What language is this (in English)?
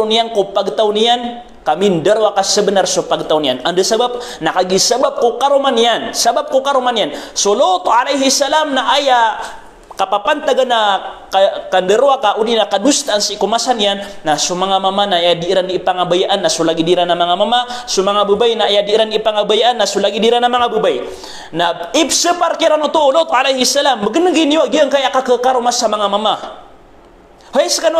Maranao